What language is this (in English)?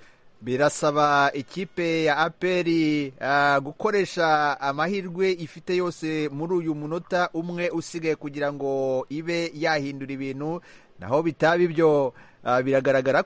Kinyarwanda